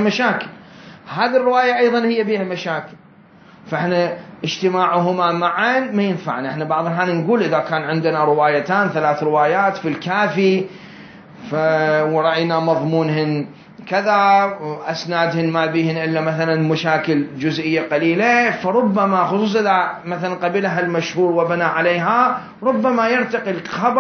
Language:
Mesopotamian Arabic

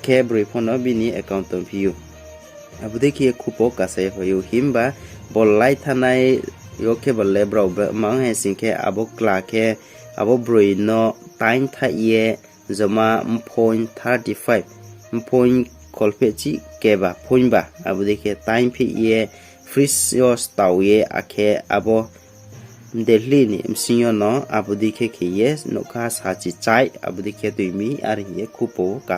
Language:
Riang (India)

